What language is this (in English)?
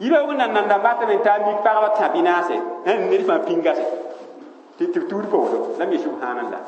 Mossi